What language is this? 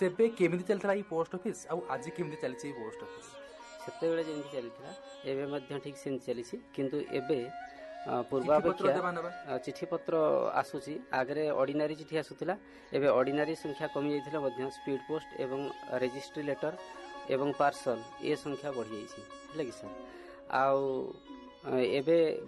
Odia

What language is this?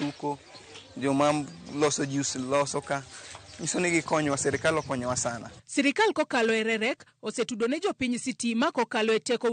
Luo (Kenya and Tanzania)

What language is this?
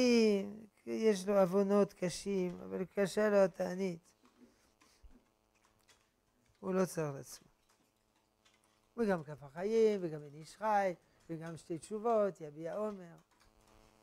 Hebrew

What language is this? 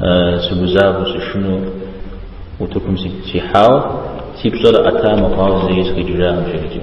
Kabardian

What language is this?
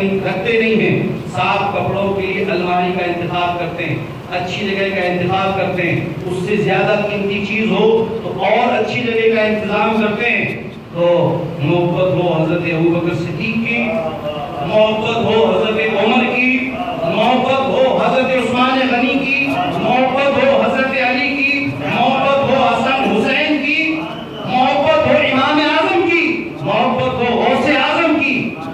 Urdu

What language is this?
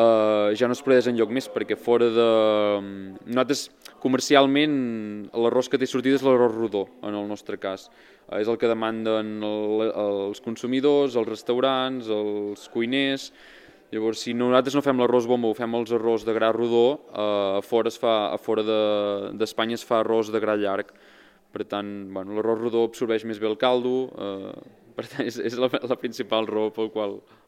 Catalan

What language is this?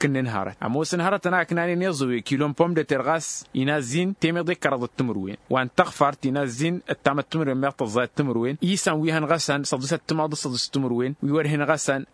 Tamasheq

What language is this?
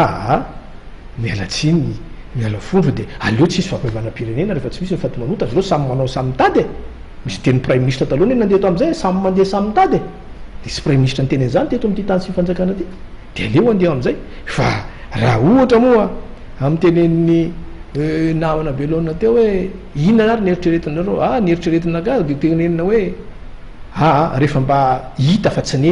Malagasy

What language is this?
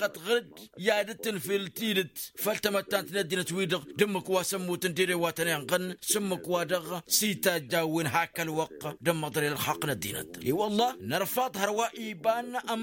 Tamasheq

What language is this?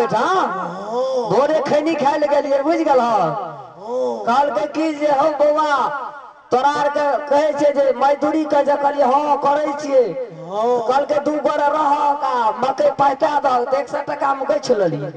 Maithili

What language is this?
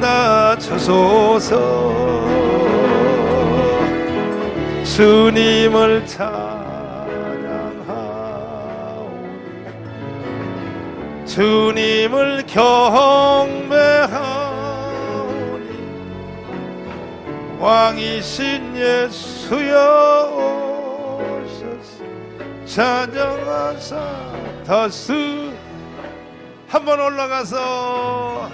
Korean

